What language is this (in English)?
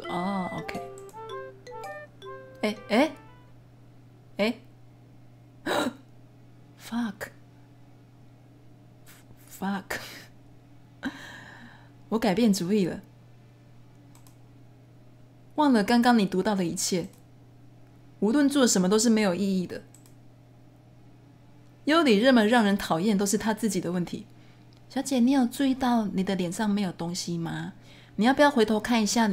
Chinese